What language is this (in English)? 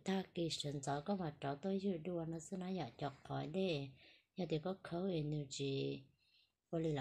Hmong